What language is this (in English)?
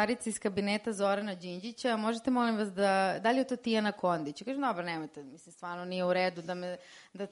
Serbian